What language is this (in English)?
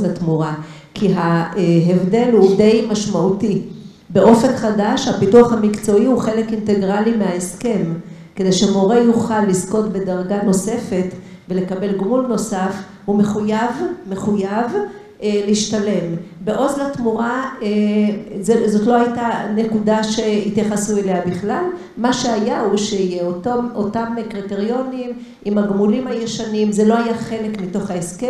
Hebrew